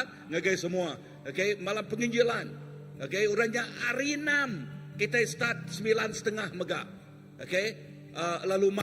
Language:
Iban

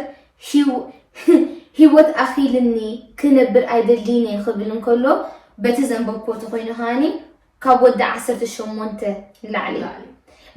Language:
Tigrinya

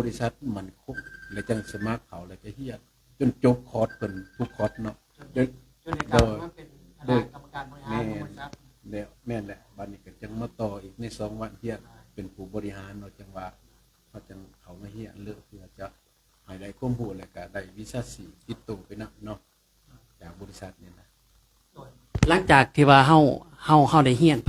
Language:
Lao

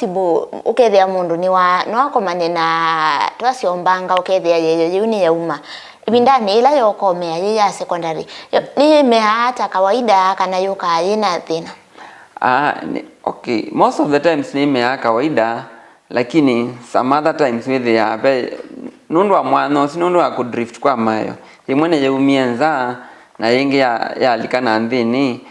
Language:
Kamba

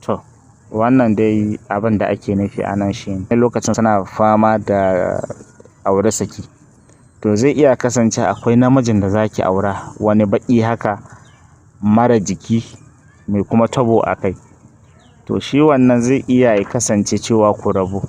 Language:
Hausa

